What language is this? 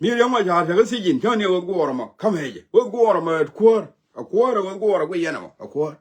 Nuer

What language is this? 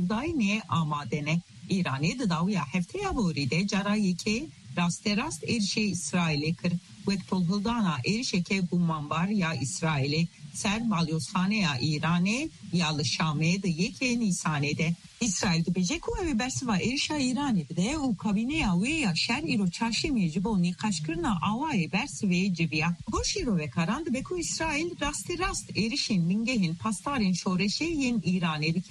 Kurdish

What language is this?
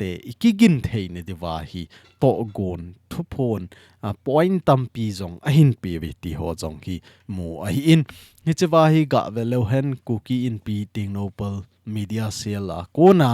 Thado Chin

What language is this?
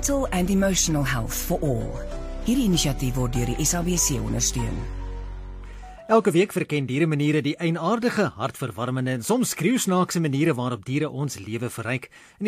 Afrikaans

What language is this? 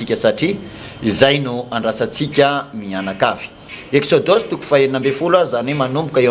Malagasy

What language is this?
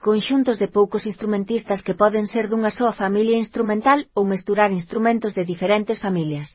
Galician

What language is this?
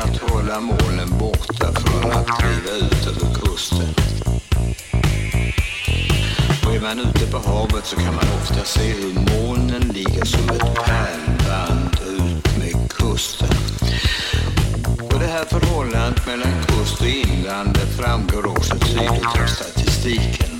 Swedish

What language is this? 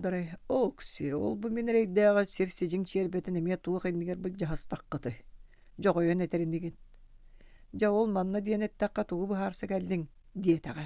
Yakut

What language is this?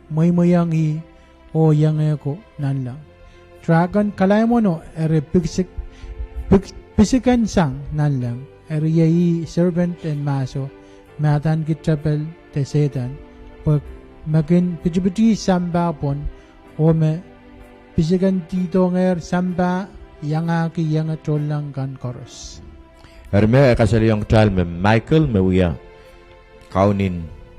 Pohnpeian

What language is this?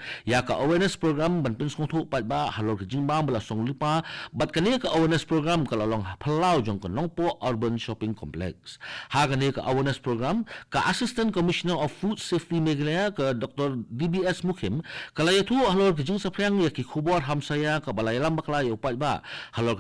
Khasi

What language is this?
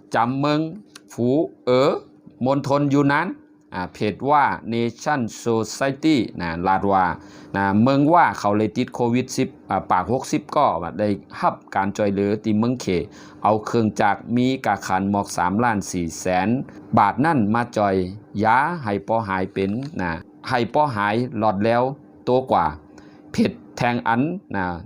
Shan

